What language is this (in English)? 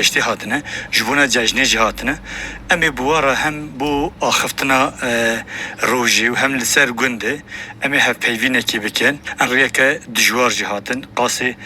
Kurdish